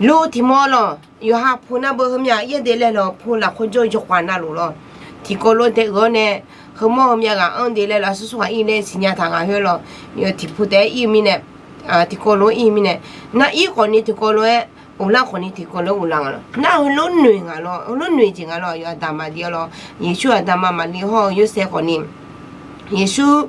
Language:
Akha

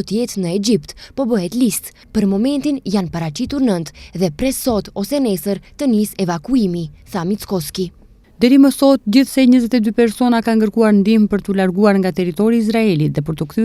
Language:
Albanian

